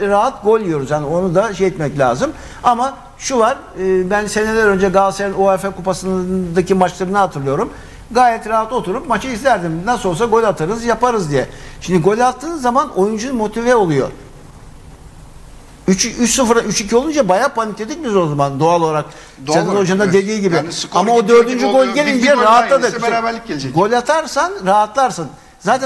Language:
Turkish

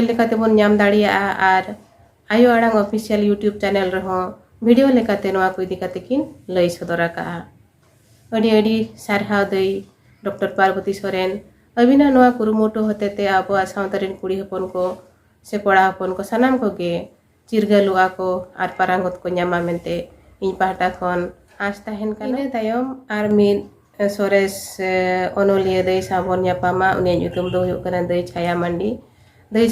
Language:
Santali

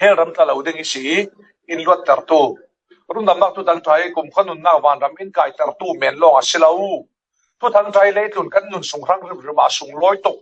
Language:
Falam Chin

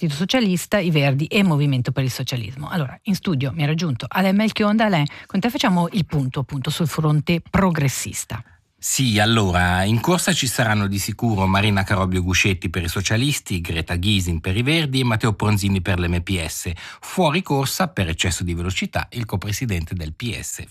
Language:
Italian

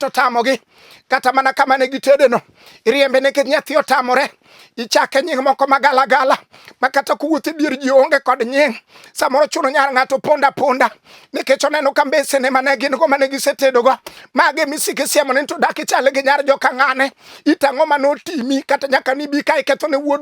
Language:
Luo (Kenya and Tanzania)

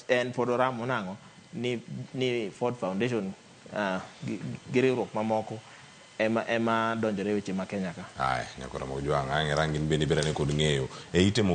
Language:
Luo (Kenya and Tanzania)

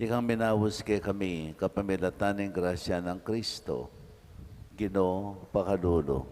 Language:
Pampanga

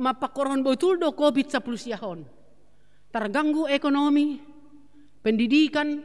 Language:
Batak Simalungun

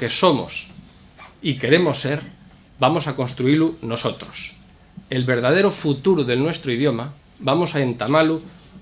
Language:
Asturian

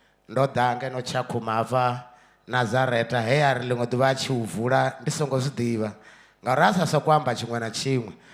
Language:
Venda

